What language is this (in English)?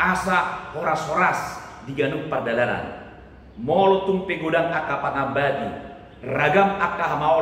Batak Toba